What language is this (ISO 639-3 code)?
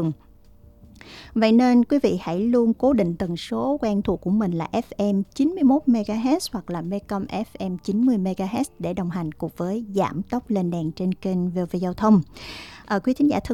vie